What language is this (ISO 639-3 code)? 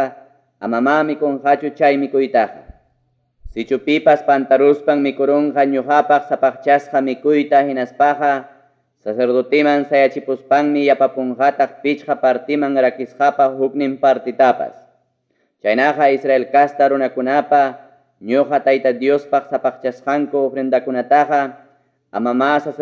quy